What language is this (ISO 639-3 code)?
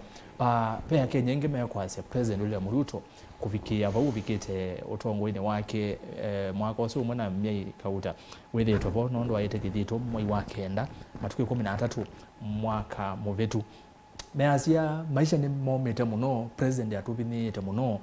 kam